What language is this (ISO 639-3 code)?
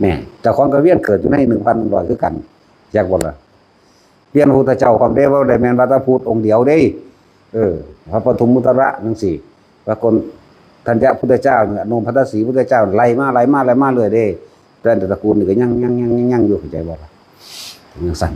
tts